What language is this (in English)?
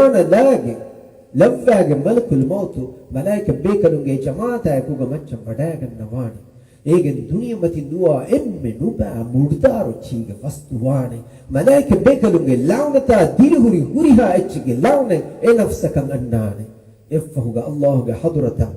Divehi